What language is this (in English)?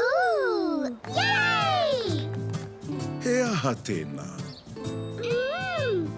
Māori